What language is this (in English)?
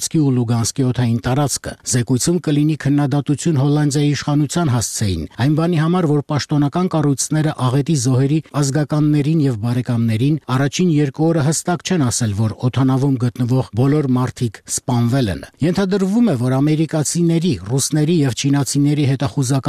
Armenian